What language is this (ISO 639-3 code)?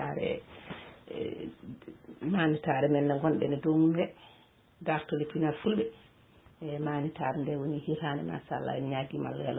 ful